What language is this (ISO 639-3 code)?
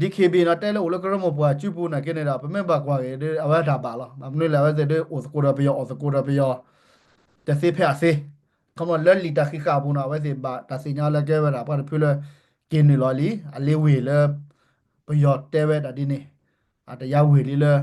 ksw